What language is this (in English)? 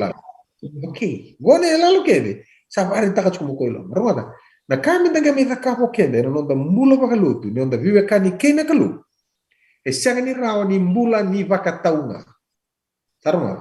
Fijian